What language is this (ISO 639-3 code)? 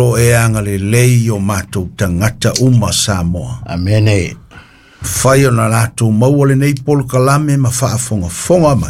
smo